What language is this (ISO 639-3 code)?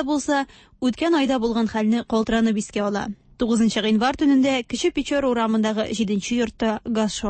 tat